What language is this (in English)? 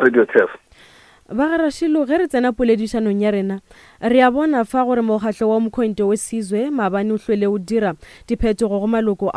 Northern Sotho